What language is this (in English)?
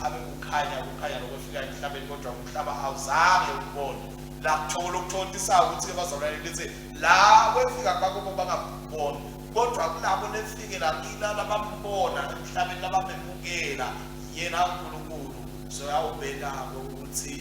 Swati